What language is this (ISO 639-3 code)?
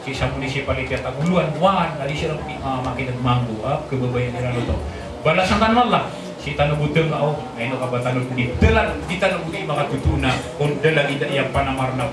mrw